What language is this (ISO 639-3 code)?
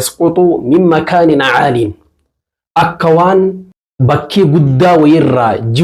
orm